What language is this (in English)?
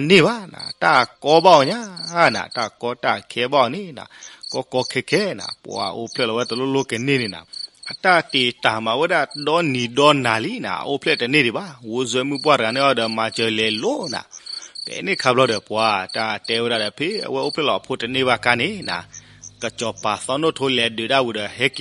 S'gaw Karen